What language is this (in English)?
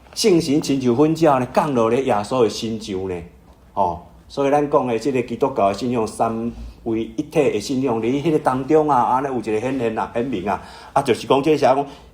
Min Nan Chinese